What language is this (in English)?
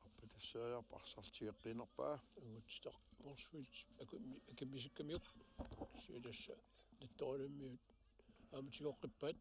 Kalaallisut